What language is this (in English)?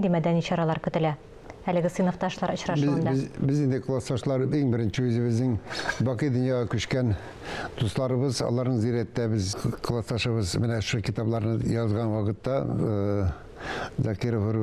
Tatar